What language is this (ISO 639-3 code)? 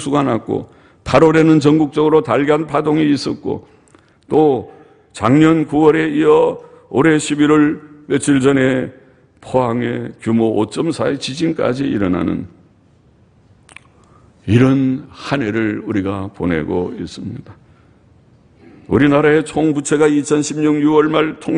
kor